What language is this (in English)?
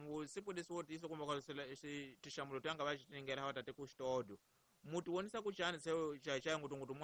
Tsonga